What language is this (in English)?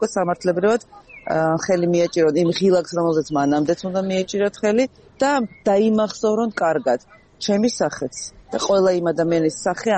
Georgian